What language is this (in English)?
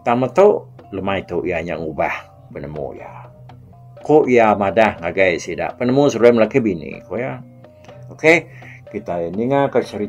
Iban